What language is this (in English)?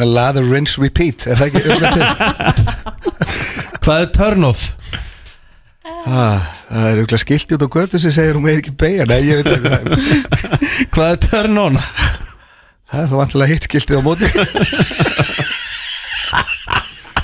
Icelandic